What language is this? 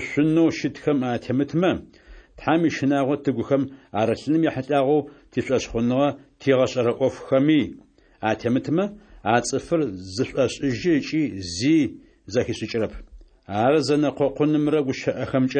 Adyghe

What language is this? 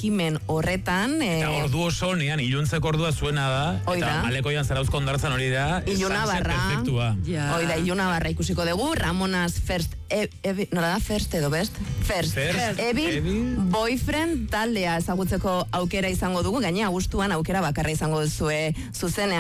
Basque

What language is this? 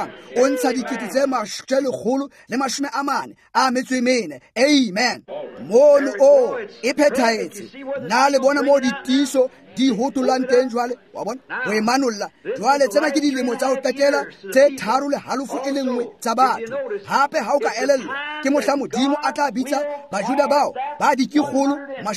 Tswana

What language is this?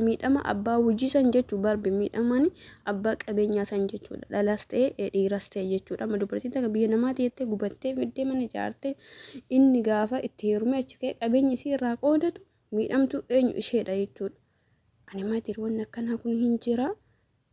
Oromo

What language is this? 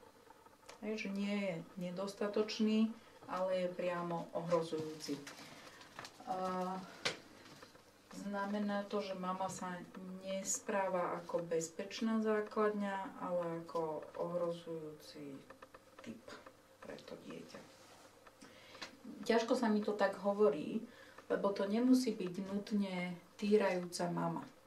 Slovak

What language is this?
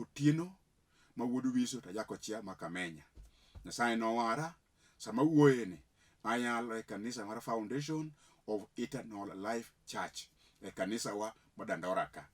Luo (Kenya and Tanzania)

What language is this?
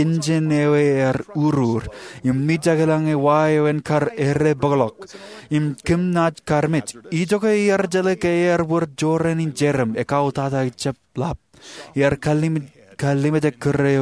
Marshallese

